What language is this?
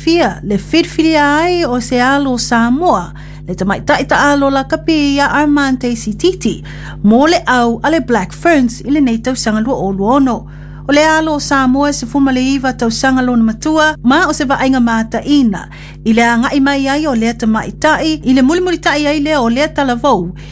Samoan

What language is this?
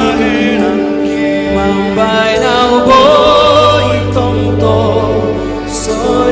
Batak Simalungun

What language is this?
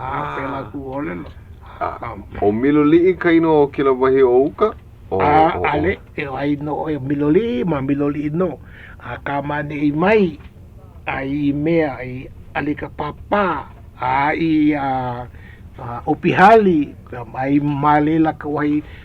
Hawaiian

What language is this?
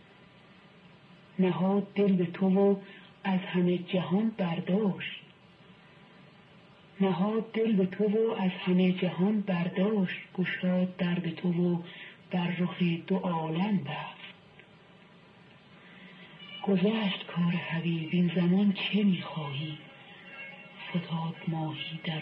Persian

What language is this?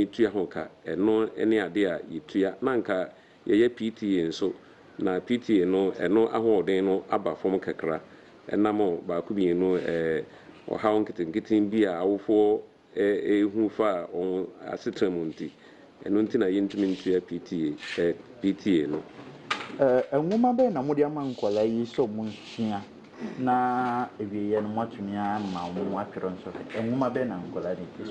Akan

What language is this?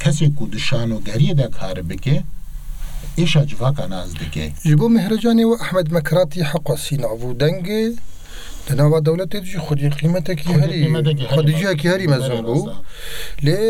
Kurdish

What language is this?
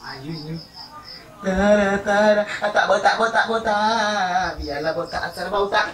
Minangkabau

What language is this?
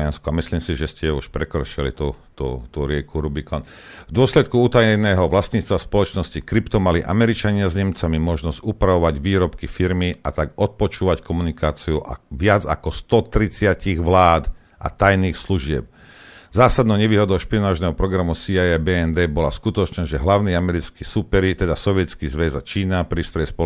Slovak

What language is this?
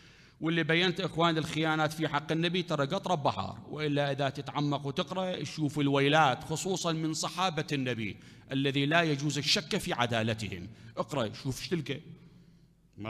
Mesopotamian Arabic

